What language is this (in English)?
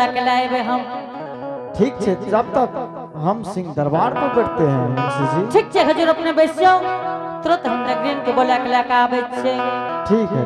Angika